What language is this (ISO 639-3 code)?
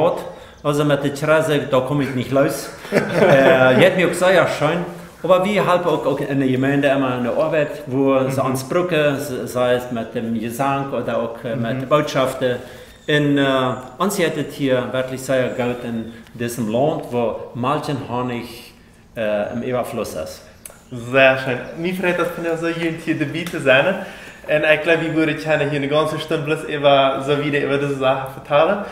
pdt